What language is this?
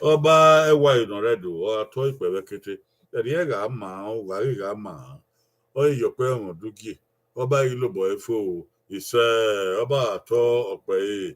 Bini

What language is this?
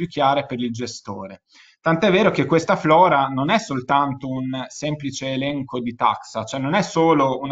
Italian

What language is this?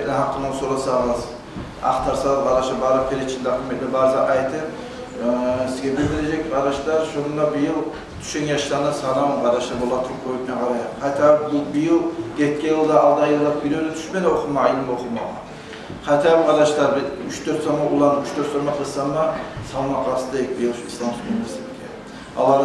Kumyk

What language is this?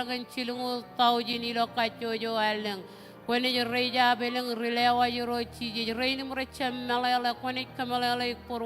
Marshallese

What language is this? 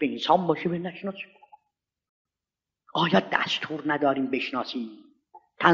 Persian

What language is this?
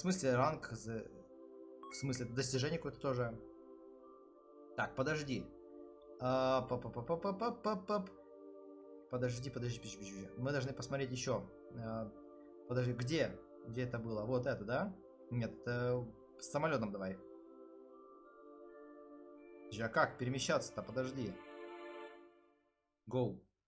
Russian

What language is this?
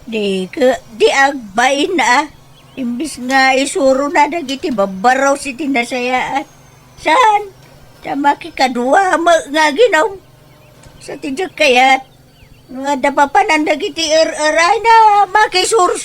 Iloko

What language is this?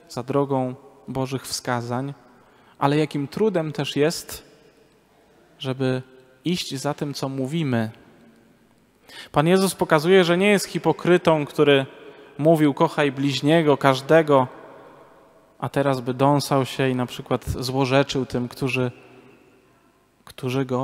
Polish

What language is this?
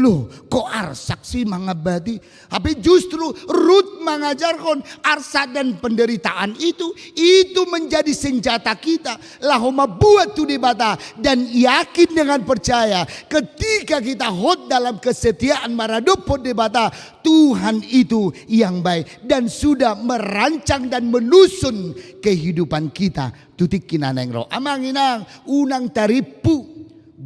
Batak Toba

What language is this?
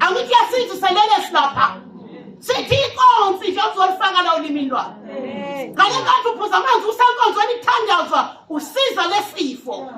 Zulu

